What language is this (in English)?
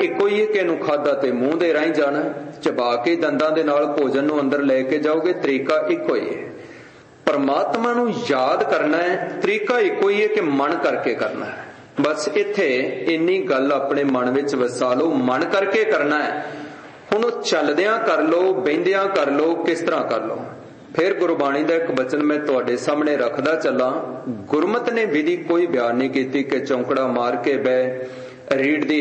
Punjabi